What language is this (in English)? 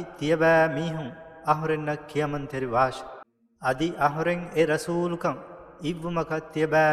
Divehi